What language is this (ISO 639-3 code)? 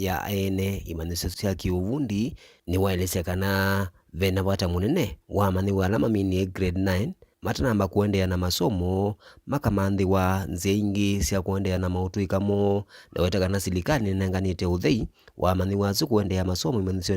kam